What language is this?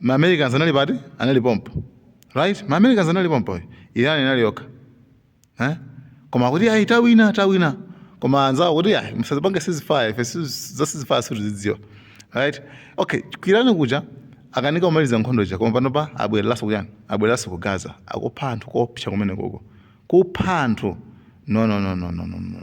Nyanja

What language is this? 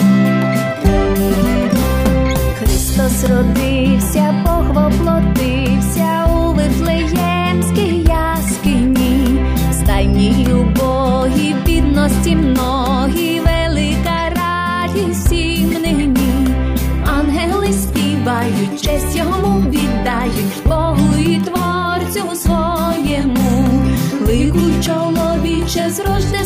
Ukrainian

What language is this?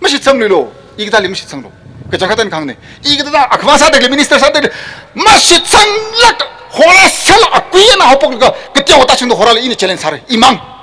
Tangkhul Naga (India)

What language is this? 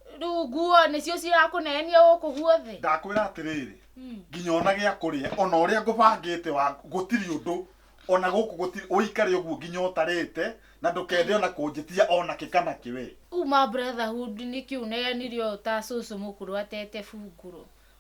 Kikuyu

